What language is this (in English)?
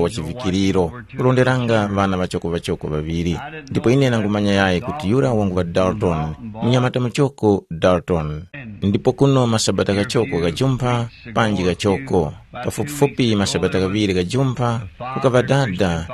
Tumbuka